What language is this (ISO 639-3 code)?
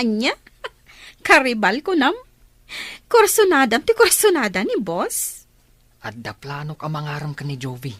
ilo